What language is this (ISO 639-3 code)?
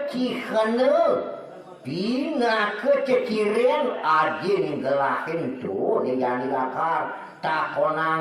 ban